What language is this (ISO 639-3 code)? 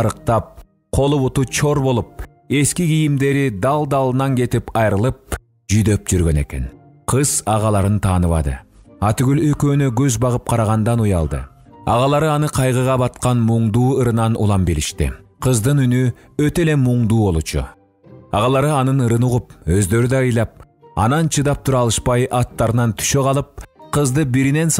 kir